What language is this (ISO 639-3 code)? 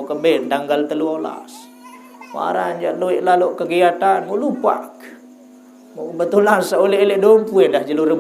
sas